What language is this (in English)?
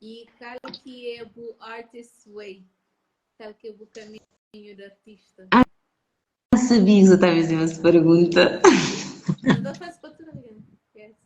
Kabuverdianu